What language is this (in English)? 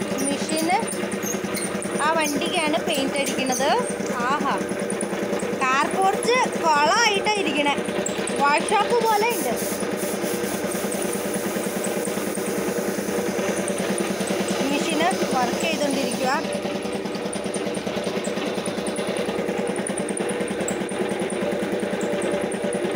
Malayalam